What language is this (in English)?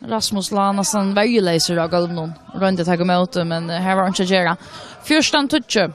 Faroese